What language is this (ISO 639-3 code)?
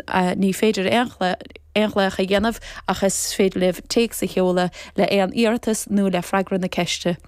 gle